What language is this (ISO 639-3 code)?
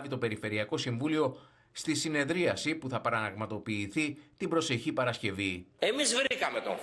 ell